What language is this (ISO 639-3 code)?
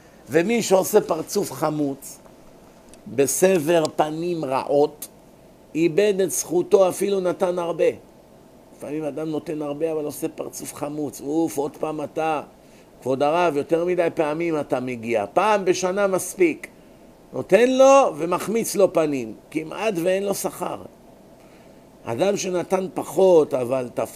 heb